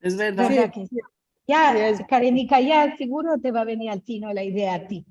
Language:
Ladino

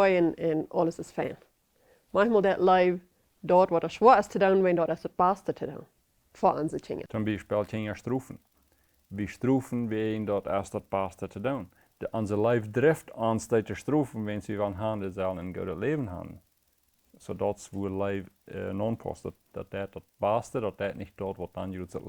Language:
Plautdietsch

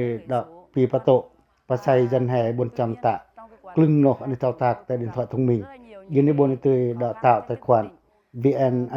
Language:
Pacoh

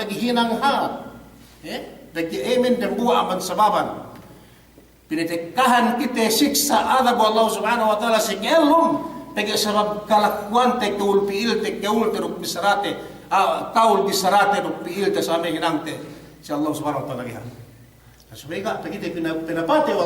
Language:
Yakan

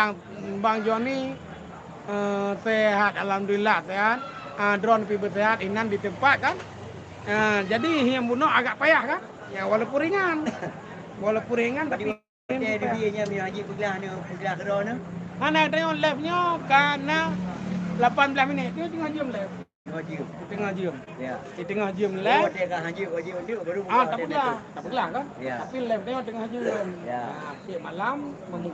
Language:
Achinese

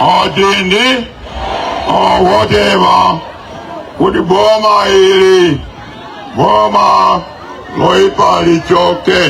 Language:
Nyanja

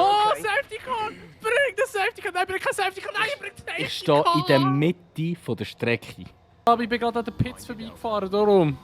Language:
Swiss German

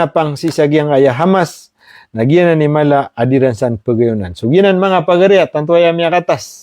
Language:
Maranao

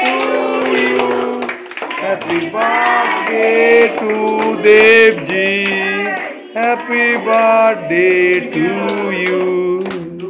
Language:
Bangla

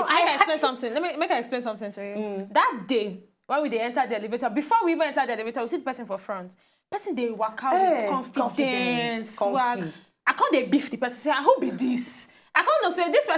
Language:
Nigerian Pidgin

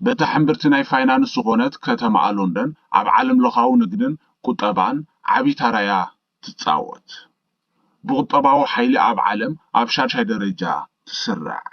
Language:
Tigrinya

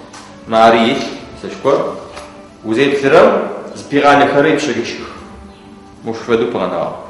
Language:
Adyghe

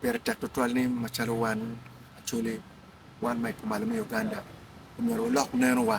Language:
Acoli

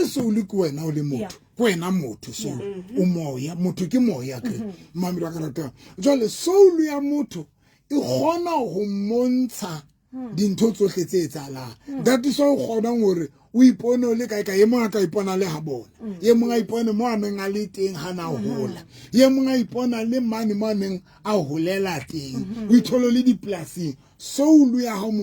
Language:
Southern Sotho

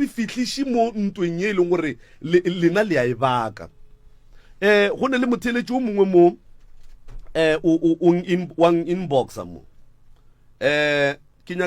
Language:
Northern Sotho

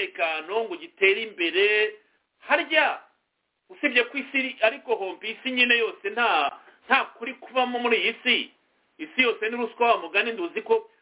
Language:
Kinyarwanda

